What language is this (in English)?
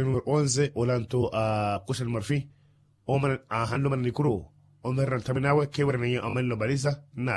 Makhuwa